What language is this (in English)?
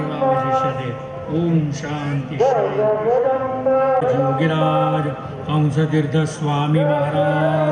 Marathi